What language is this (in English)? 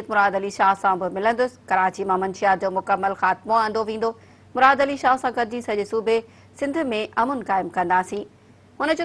Sindhi